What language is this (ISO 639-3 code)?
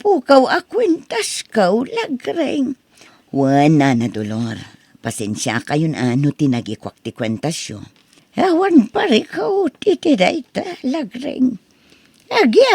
ilo